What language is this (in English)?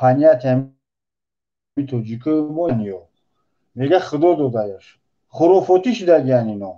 Tajik